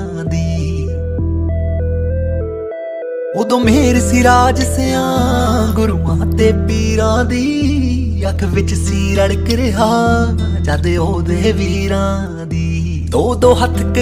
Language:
Punjabi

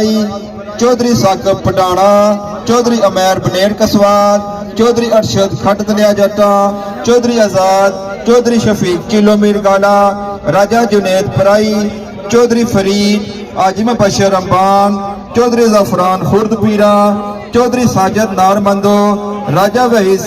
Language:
Pahari-Potwari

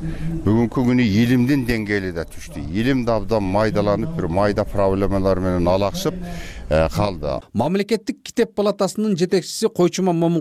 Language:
Kyrgyz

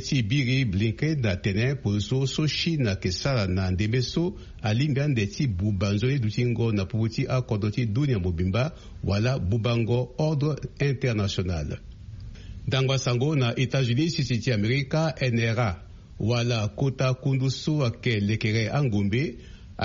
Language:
Sango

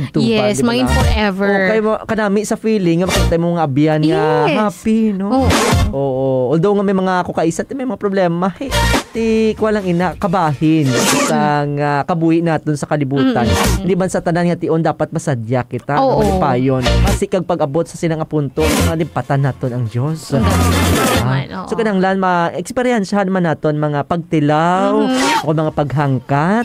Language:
Hiligaynon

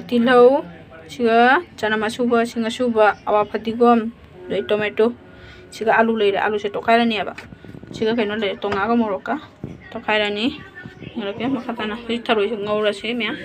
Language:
Manipuri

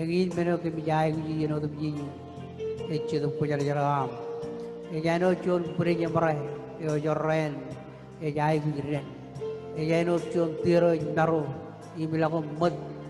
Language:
Marshallese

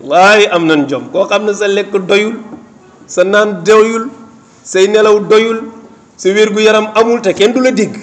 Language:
Wolof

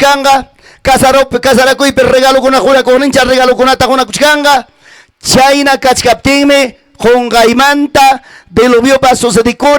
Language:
Ayacucho Quechua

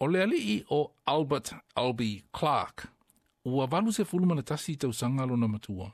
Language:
Samoan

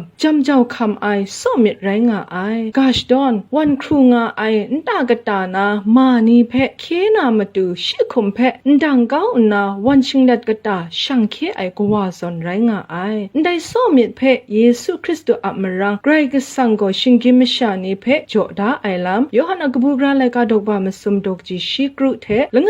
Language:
Kachin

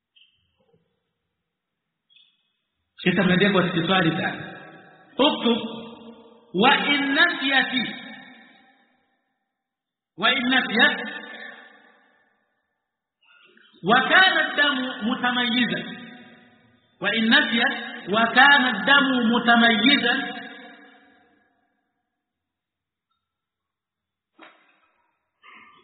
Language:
Swahili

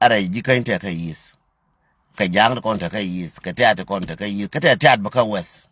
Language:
Nuer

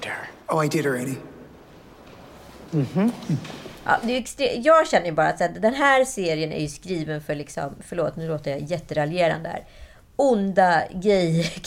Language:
Swedish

